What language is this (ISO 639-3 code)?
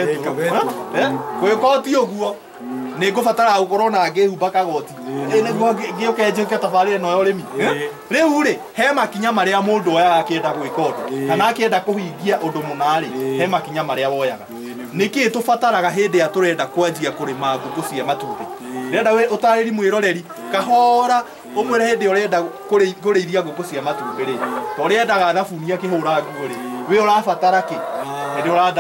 kik